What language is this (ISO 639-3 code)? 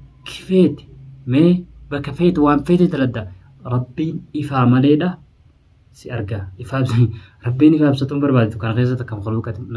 orm